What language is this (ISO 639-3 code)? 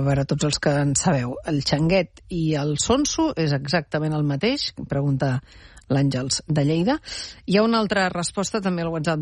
cat